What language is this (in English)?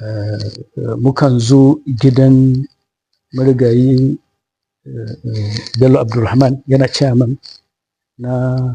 Hausa